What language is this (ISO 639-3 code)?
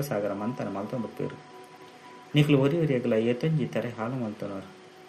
tcy